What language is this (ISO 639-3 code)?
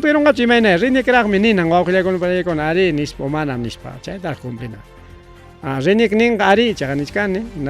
quy